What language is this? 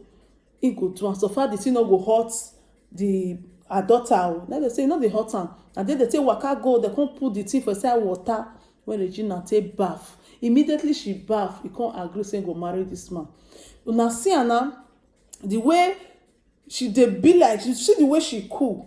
Nigerian Pidgin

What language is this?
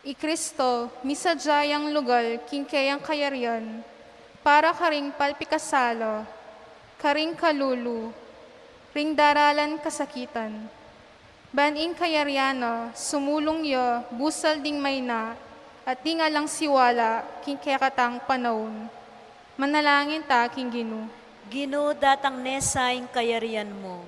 Pampanga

